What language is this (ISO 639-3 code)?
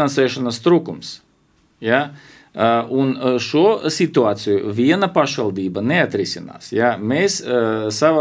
lav